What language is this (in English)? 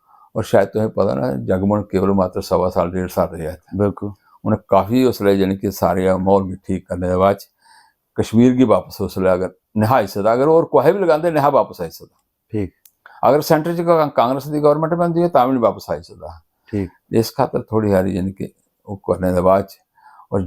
Dogri